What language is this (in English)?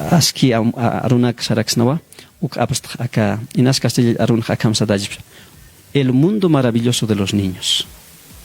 Aymara